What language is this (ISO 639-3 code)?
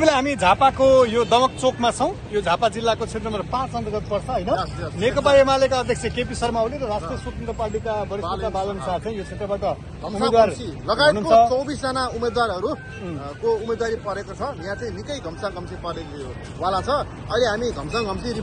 nep